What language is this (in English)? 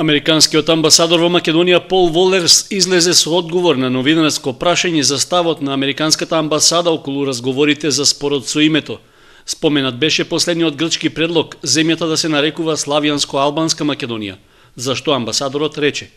Macedonian